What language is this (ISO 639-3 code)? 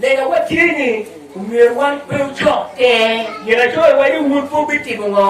ach